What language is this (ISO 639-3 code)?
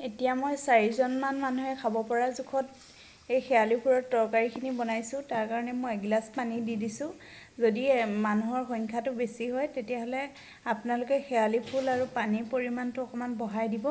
asm